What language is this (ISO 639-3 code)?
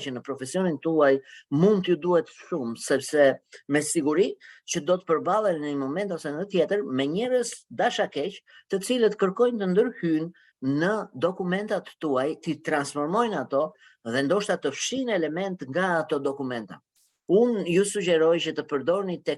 sqi